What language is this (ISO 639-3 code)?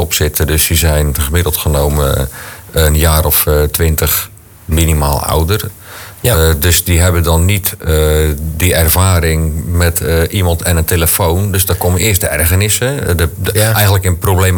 nld